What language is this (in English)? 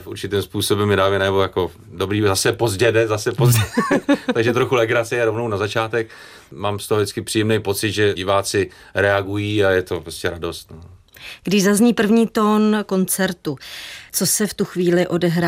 Czech